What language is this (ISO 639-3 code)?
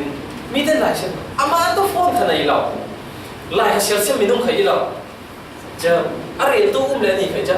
cfm